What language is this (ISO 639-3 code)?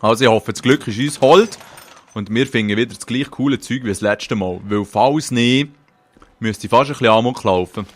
gsw